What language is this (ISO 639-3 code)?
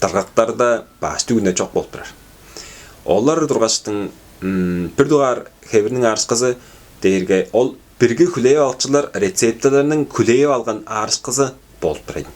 tyv